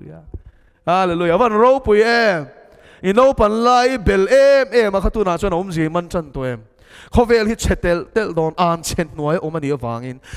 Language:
Mizo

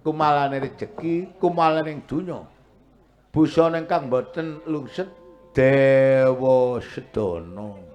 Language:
Javanese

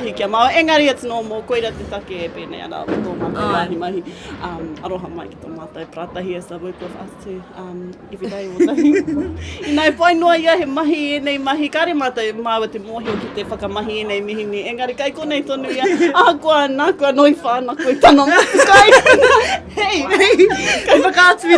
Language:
Māori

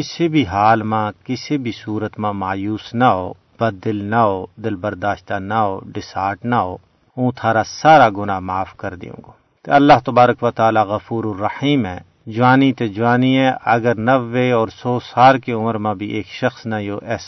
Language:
Gujari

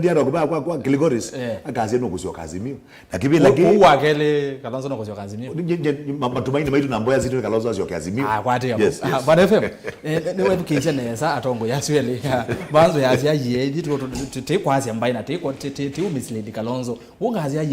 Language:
Kamba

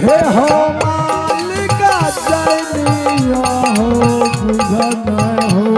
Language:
Angika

